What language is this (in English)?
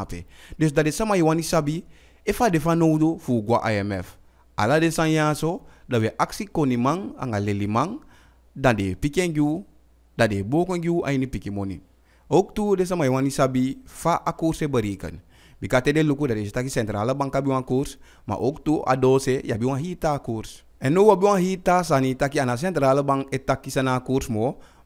Eastern Maroon Creole